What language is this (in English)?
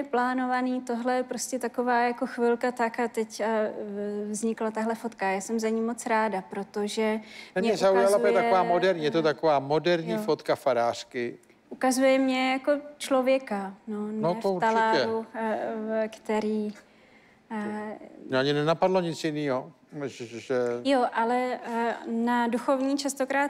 Czech